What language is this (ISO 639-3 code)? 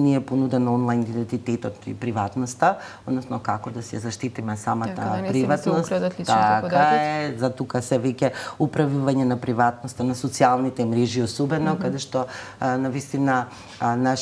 mkd